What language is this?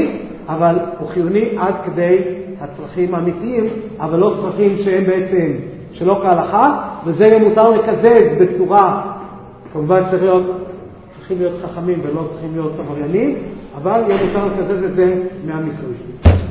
Hebrew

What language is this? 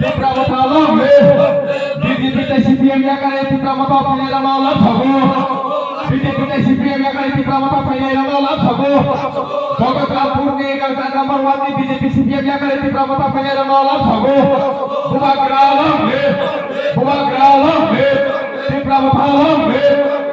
Kok Borok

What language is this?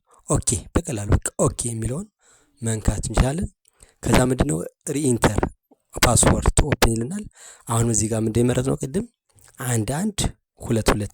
Amharic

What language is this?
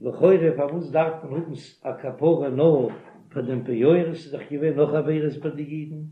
Yiddish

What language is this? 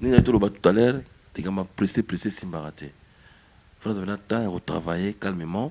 Lingala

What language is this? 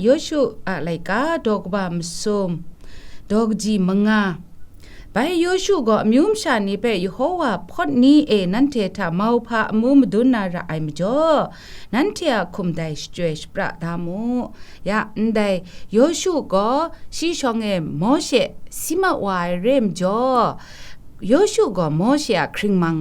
Kachin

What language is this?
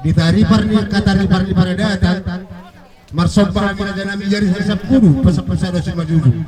Batak Toba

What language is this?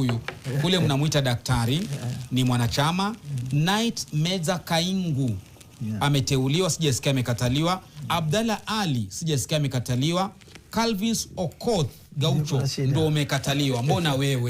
Swahili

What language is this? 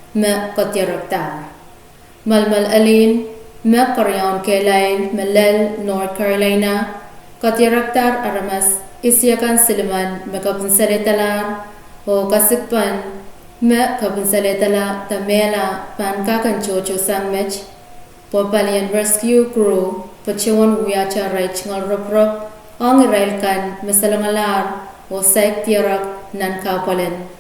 Pohnpeian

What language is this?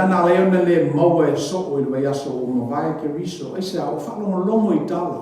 Samoan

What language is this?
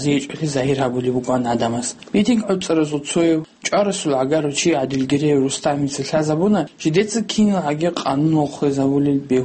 Avaric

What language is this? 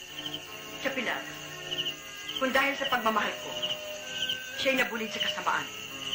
Filipino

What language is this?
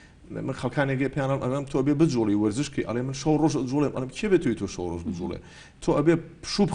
Central Kurdish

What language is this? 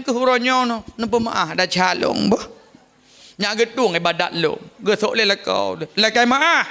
Achinese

